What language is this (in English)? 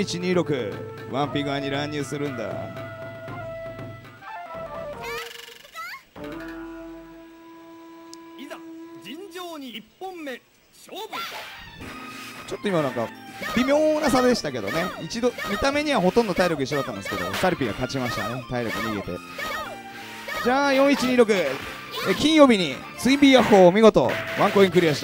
Japanese